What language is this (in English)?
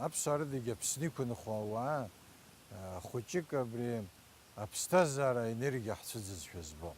Abkhazian